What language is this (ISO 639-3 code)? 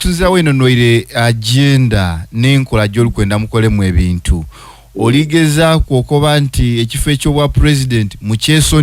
lug